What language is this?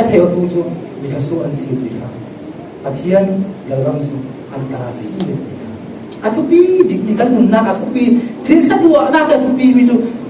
Falam Chin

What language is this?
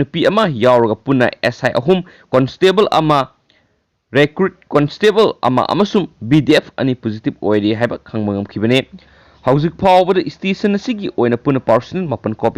Manipuri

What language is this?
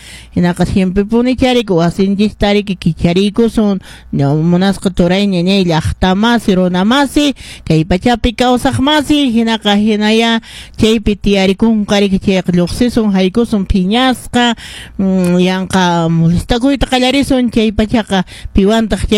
Quechua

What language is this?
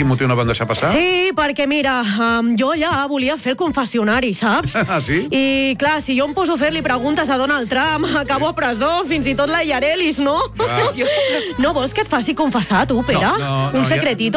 Catalan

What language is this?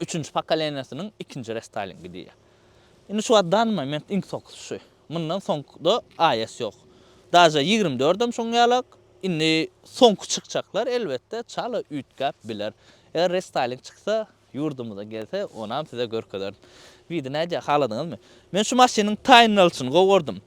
Turkmen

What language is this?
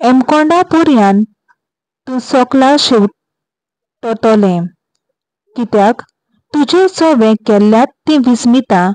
Konkani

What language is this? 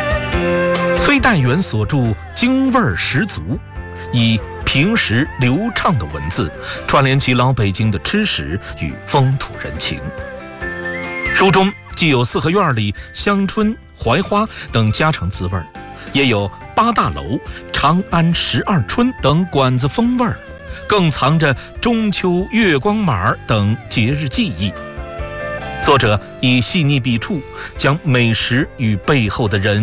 Chinese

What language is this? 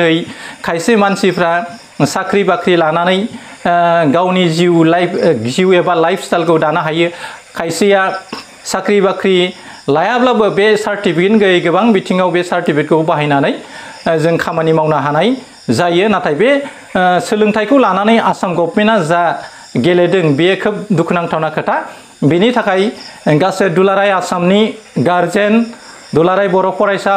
Bodo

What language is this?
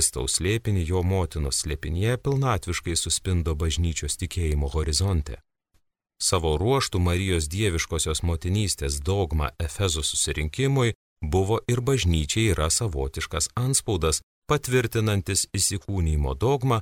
Lithuanian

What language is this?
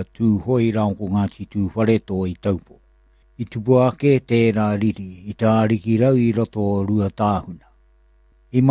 Māori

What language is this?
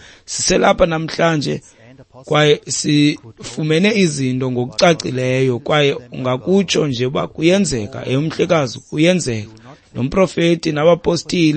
Xhosa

